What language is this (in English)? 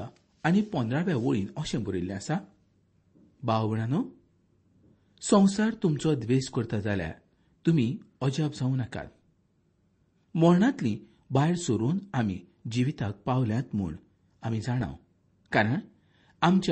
Konkani